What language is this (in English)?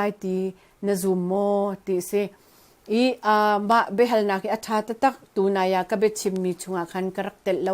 Hakha Chin